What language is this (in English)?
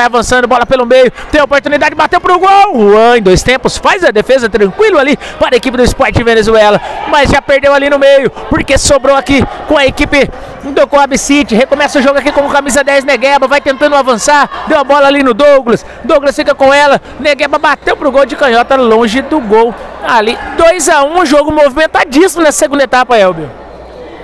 Portuguese